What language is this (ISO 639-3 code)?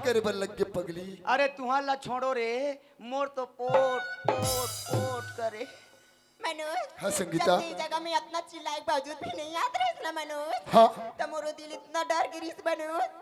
hne